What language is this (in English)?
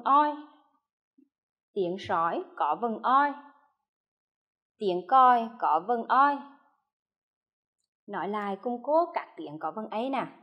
Vietnamese